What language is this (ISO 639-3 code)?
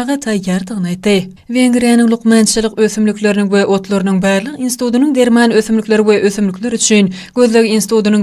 tuk